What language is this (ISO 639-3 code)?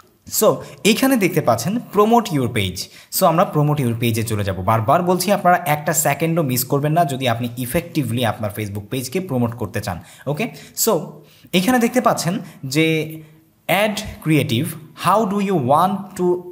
ben